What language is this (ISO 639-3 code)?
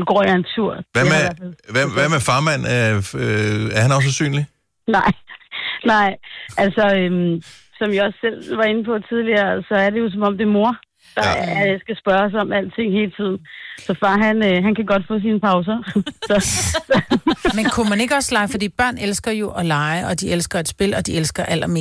dan